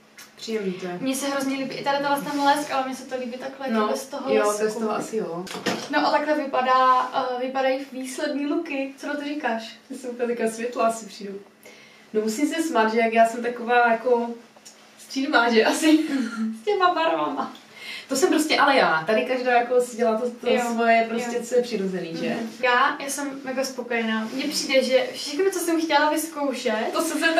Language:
Czech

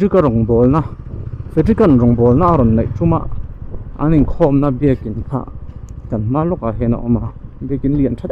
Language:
Mizo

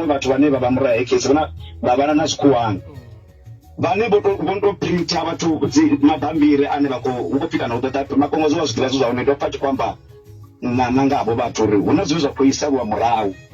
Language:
Venda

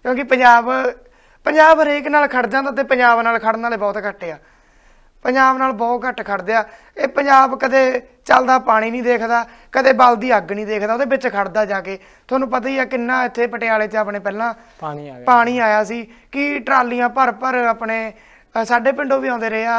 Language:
Punjabi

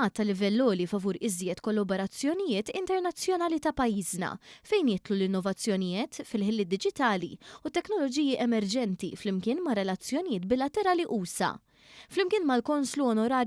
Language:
Maltese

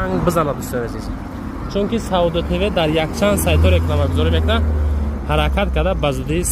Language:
Tajik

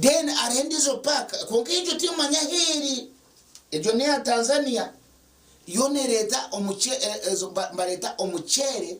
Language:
Nyankole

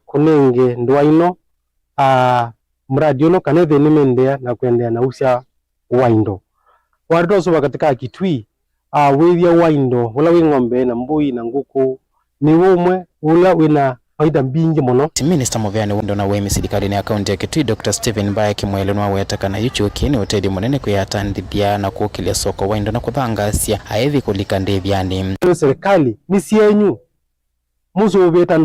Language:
Kamba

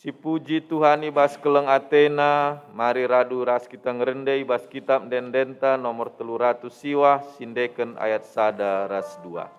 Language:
Batak Karo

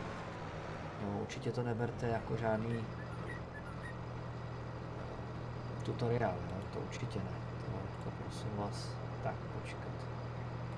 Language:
Czech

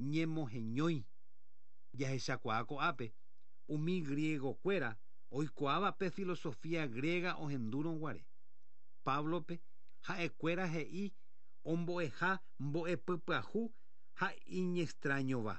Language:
Guarani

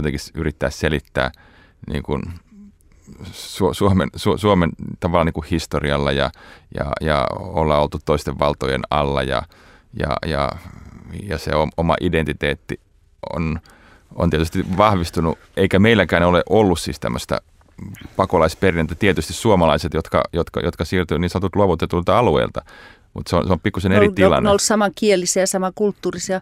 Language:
Finnish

